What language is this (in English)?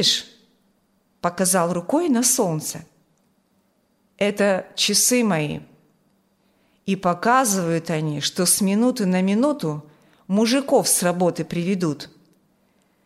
Russian